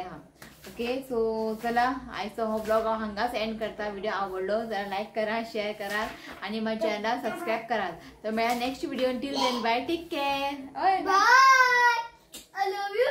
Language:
Konkani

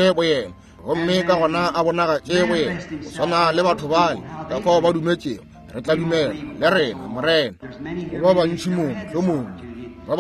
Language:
Northern Sotho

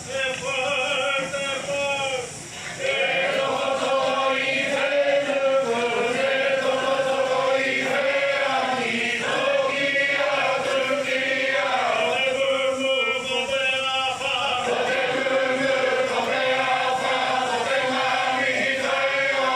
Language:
Māori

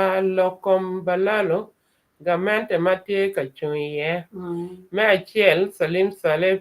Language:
Acoli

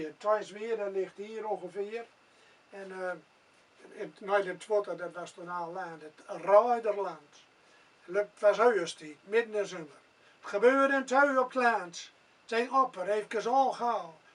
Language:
Gronings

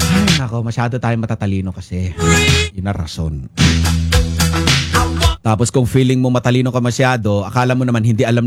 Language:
Filipino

